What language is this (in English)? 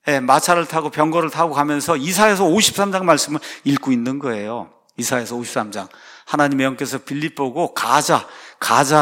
Korean